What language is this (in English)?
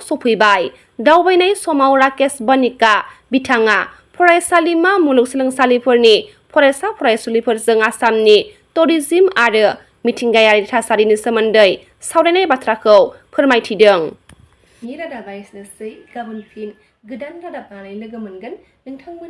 Bodo